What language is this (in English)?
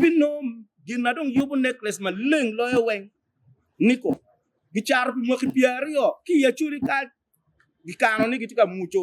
Acoli